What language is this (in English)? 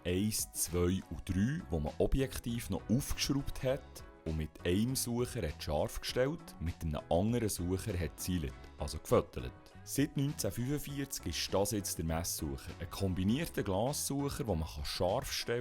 Swiss German